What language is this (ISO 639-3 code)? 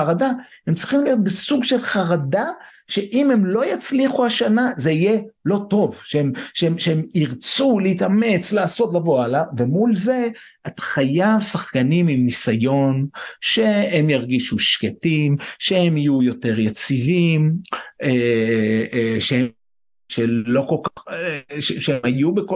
heb